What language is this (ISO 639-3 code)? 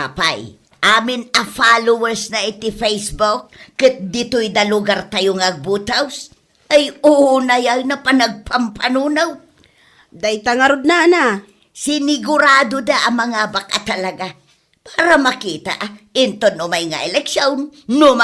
ilo